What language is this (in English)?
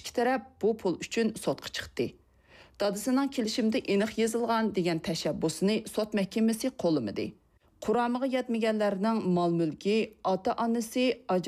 Uyghur